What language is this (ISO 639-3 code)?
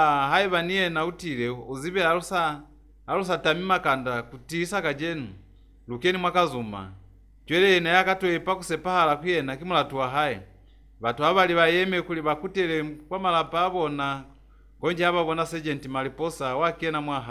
loz